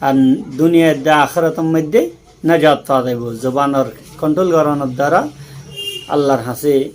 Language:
Rohingya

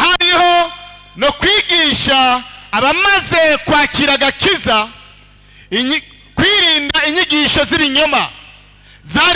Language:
Rundi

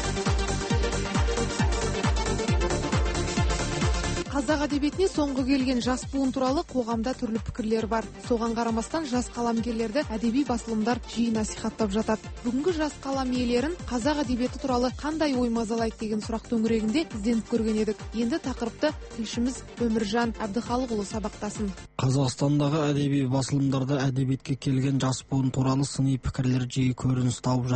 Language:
Kazakh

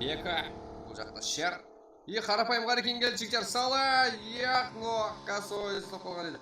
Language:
Kara-Kalpak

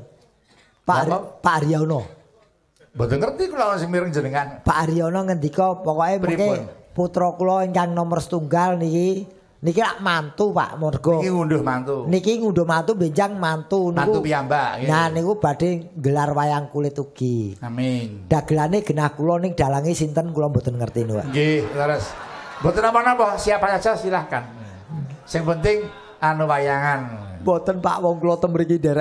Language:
Javanese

